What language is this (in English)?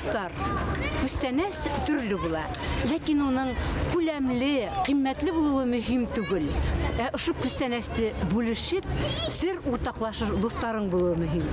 Bashkir